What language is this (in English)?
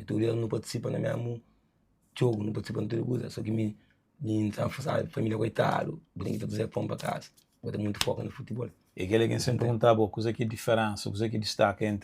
Kabuverdianu